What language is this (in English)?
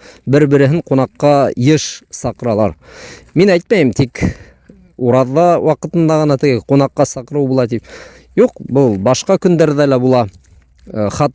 Bashkir